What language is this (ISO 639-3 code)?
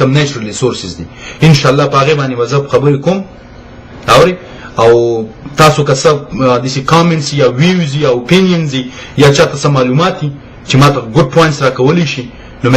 pus